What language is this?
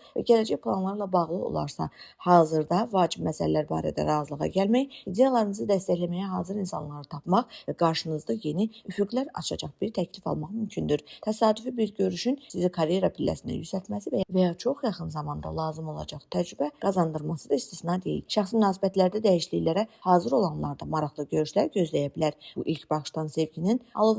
Azerbaijani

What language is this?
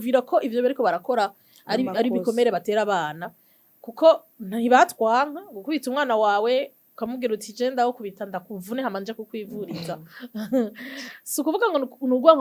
Rundi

